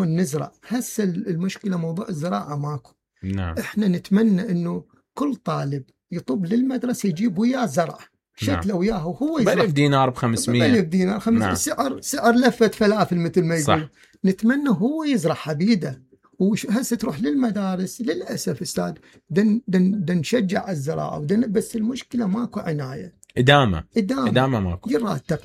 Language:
Mesopotamian Arabic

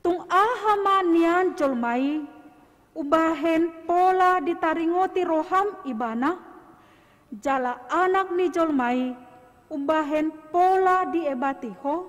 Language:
Batak Toba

